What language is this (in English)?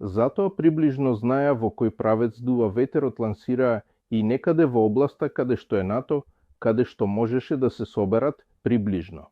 Macedonian